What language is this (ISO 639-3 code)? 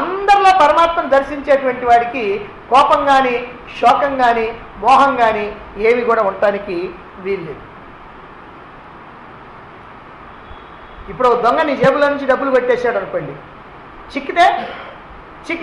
tel